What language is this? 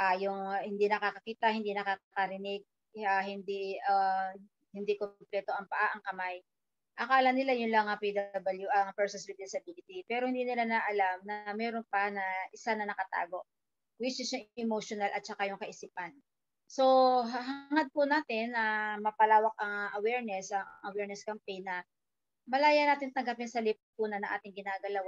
Filipino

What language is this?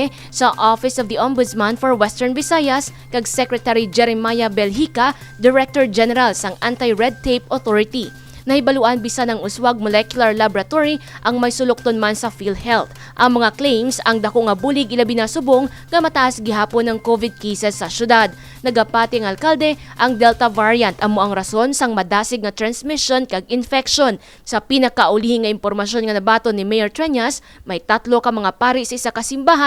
Hiligaynon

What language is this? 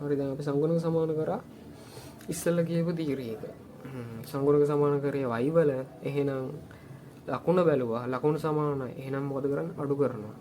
Sinhala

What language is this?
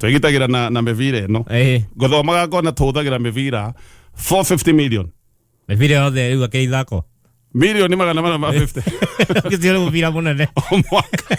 Kikuyu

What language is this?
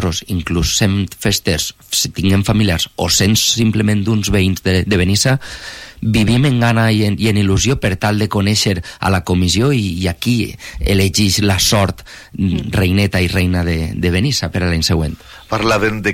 Catalan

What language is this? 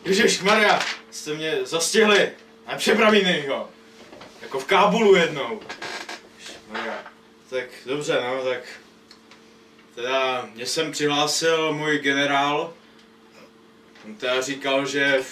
Czech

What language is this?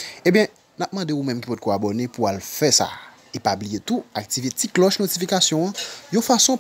Haitian Creole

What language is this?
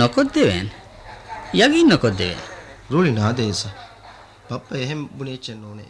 Divehi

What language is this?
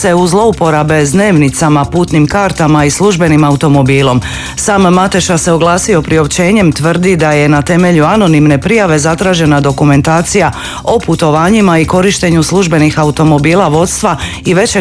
Croatian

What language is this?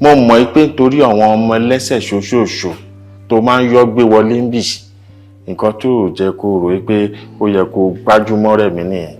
Yoruba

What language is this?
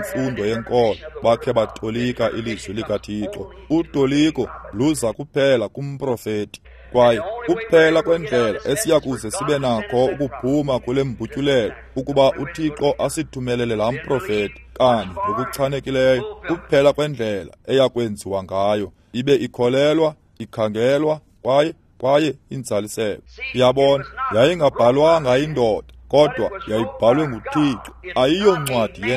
Xhosa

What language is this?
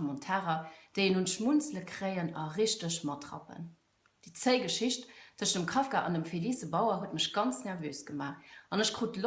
Luxembourgish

